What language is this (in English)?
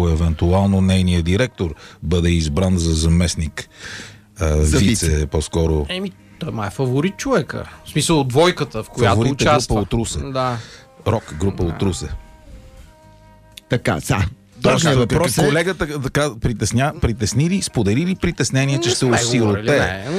Bulgarian